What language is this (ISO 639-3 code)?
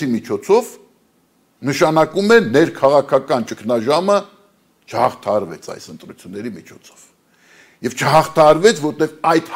hye